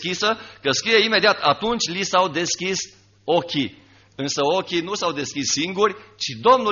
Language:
Romanian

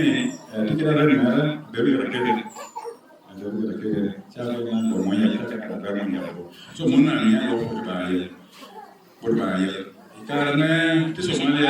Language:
Lango (Uganda)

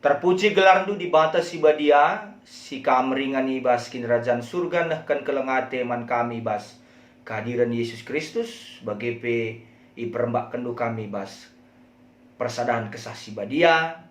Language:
Batak Karo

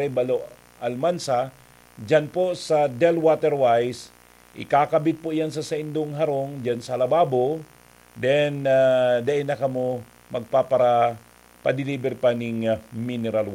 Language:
Bikol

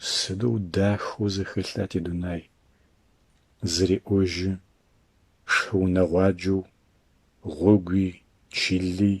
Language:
Adyghe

